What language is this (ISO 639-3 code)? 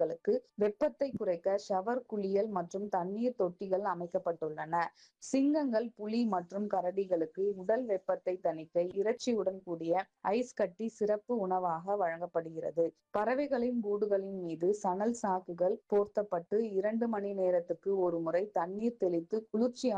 tam